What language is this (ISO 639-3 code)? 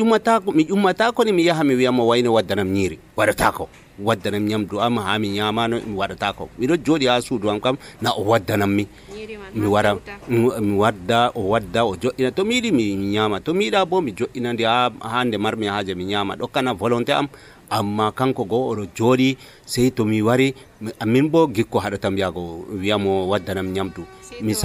fuv